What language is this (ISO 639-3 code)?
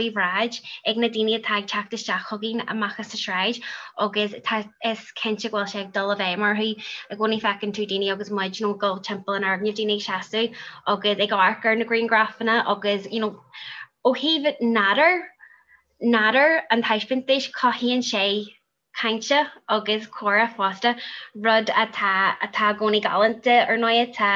gle